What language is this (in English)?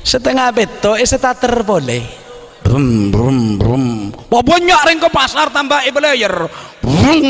Madurese